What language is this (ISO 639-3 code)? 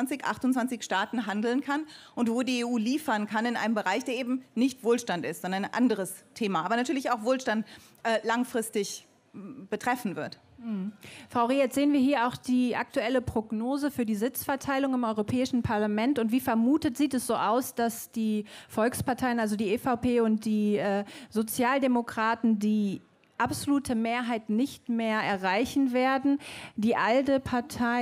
deu